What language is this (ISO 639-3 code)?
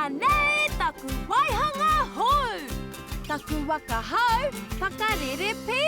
mri